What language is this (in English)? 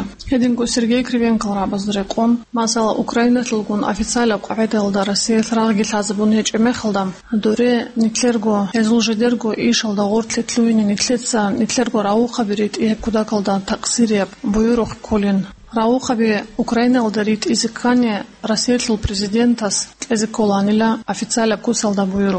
Avaric